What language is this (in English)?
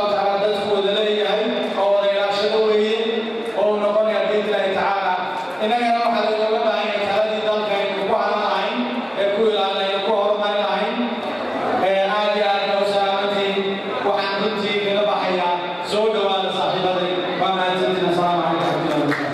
Somali